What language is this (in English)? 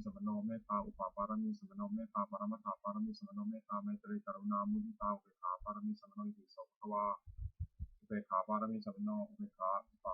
Pali